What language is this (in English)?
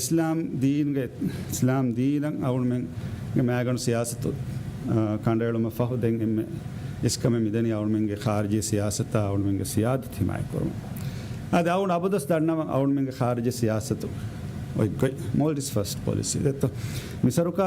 Divehi